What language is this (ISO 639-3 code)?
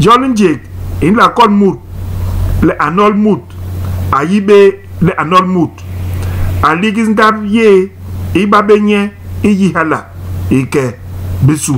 bas